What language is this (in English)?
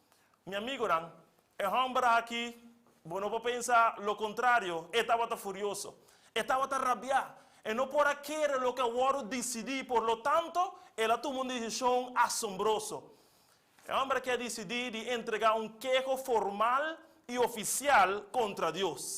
Papiamento